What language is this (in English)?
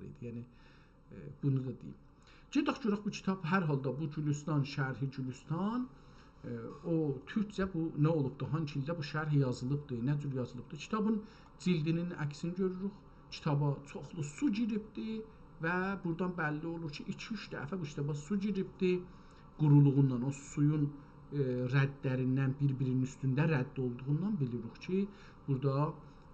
South Azerbaijani